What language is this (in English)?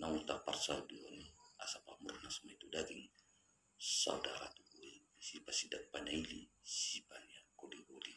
Batak Toba